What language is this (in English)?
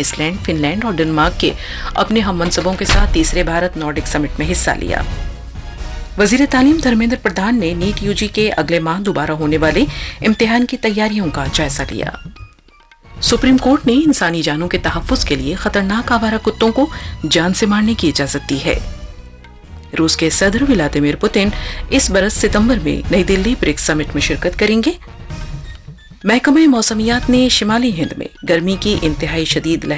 Urdu